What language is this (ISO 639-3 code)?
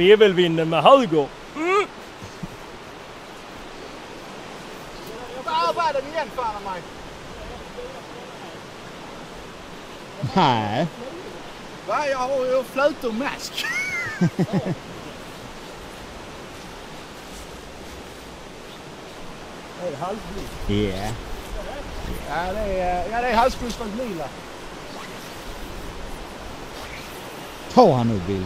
swe